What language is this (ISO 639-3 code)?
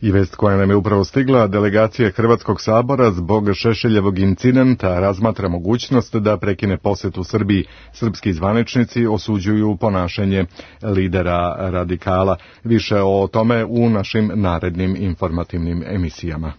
srp